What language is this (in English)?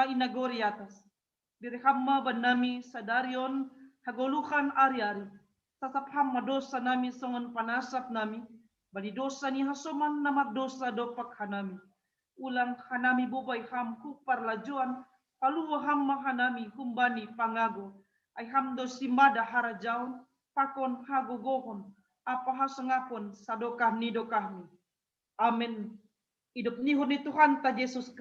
Batak Simalungun